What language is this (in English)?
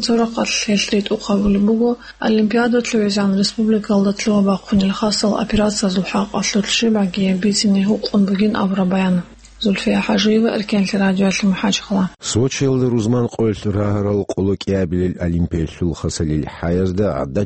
Avaric